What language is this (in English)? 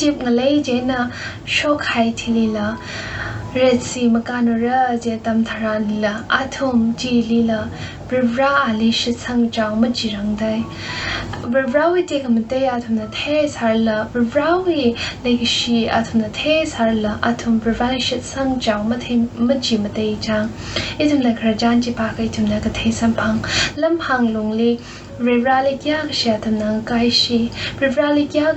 Tangkhul Naga (India)